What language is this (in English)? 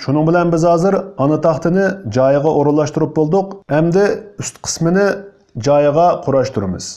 Uyghur